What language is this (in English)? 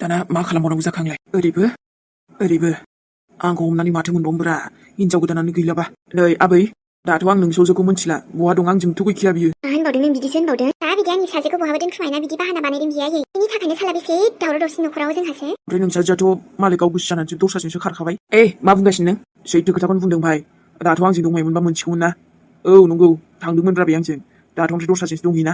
Bodo